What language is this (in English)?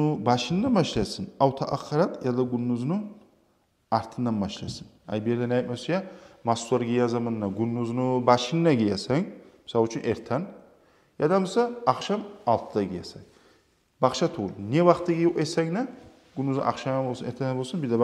Kumyk